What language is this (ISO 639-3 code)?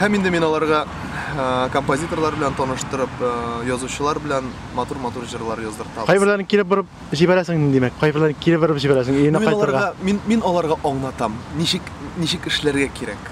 tat